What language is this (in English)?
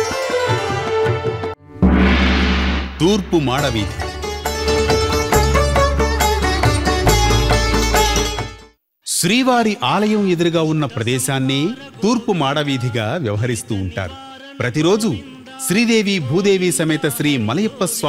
Telugu